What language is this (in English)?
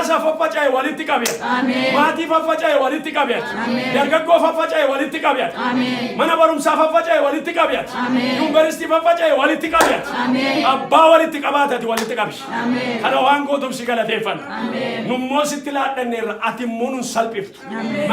Oromo